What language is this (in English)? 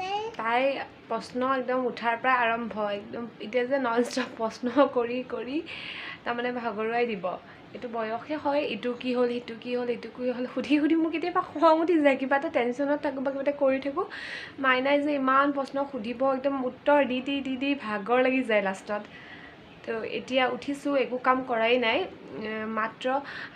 Assamese